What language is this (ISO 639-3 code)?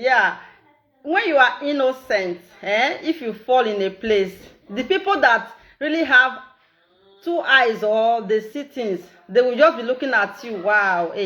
pcm